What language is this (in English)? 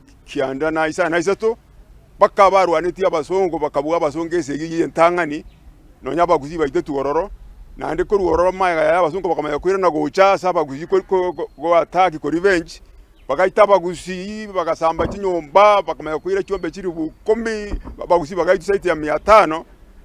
Gusii